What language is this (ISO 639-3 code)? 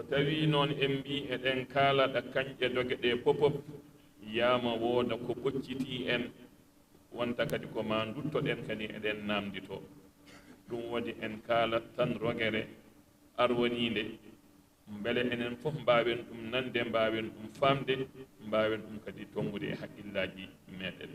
ful